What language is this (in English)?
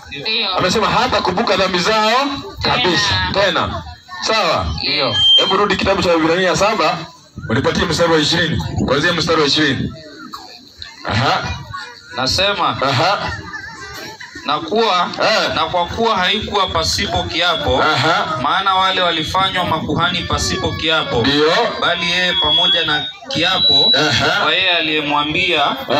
Swahili